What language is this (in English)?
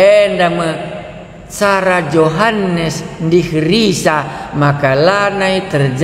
Batak Karo